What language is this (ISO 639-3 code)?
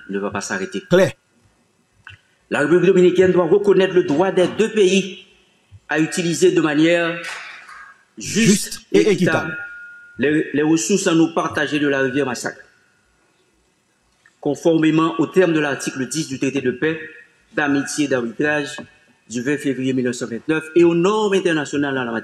fra